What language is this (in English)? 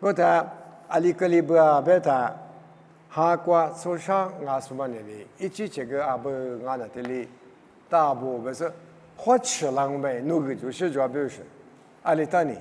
Lisu